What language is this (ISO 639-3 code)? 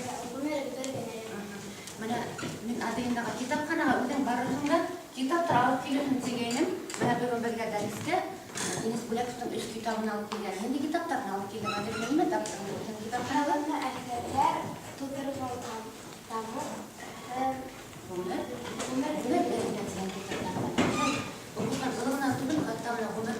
bak